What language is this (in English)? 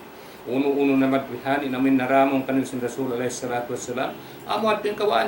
Tausug